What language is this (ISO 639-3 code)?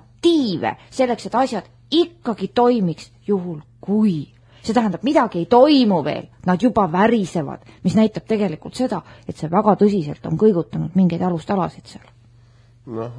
est